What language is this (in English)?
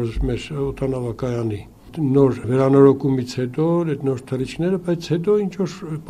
Armenian